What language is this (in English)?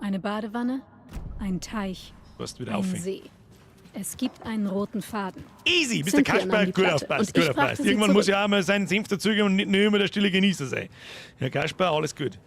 Bavarian